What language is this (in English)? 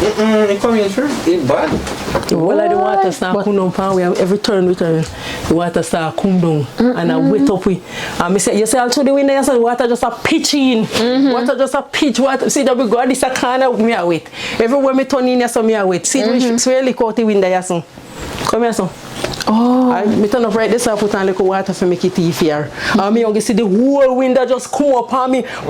Jamaican Creole English